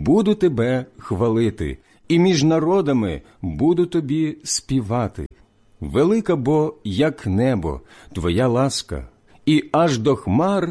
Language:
Ukrainian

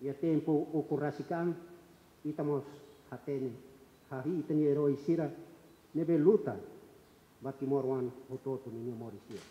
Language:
Tetum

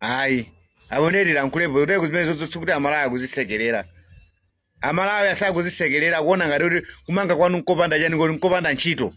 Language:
Nyanja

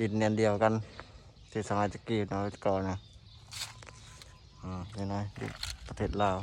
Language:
Lao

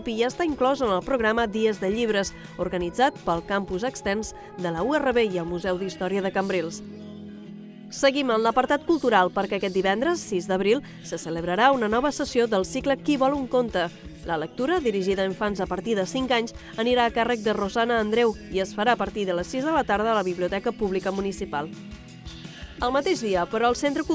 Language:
Catalan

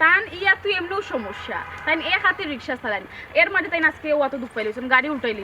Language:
Sylheti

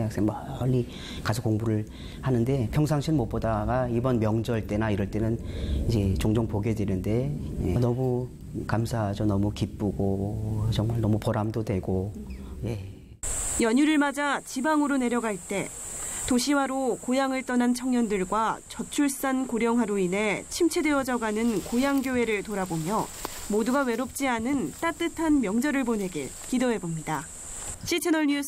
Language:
Korean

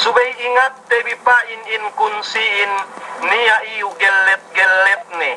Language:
Yakan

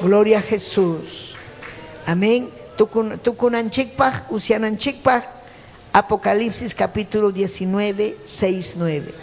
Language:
Ayacucho Quechua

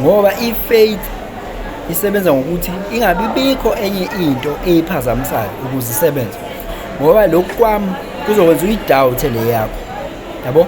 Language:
Zulu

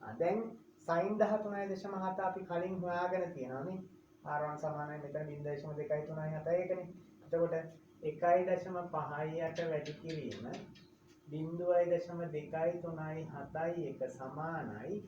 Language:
Sinhala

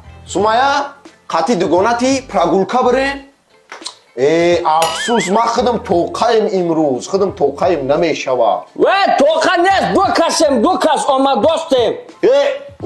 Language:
Tajik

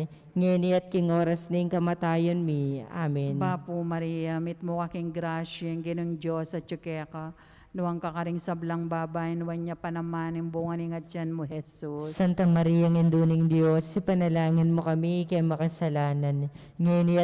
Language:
Pampanga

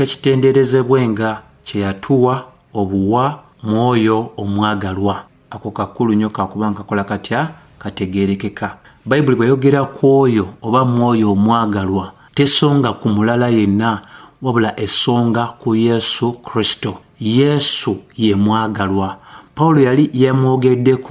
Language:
Ganda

